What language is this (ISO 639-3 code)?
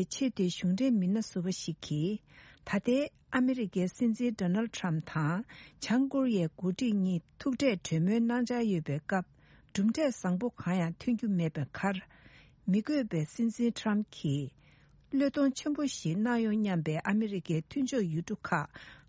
bod